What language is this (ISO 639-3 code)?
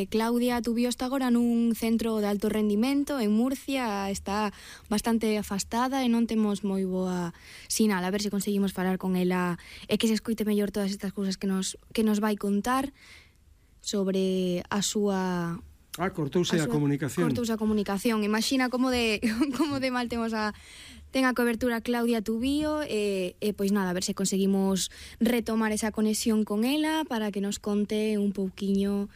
glg